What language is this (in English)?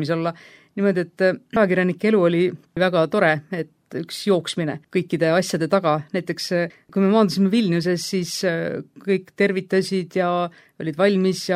Estonian